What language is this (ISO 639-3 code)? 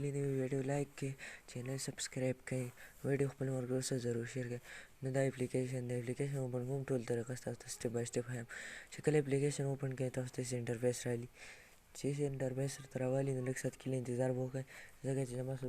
pus